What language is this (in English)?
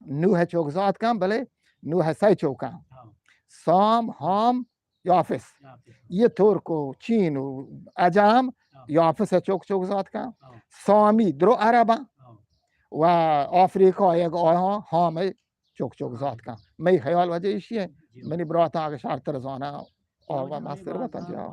Eastern Balochi